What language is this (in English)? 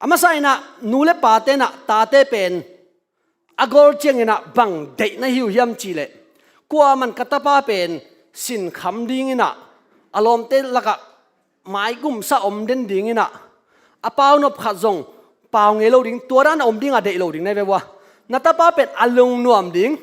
Tedim Chin